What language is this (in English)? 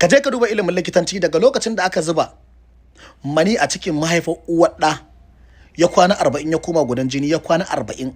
Hausa